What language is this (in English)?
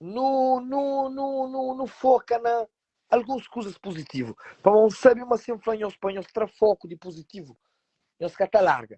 Kabuverdianu